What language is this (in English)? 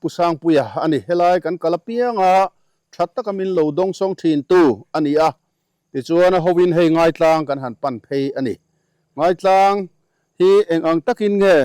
Mizo